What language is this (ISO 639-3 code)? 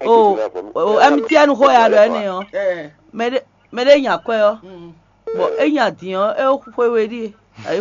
fon